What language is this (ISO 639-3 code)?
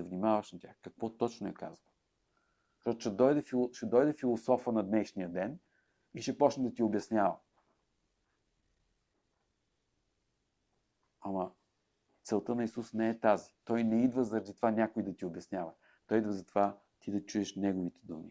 bul